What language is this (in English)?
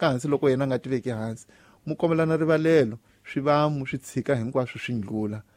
Tsonga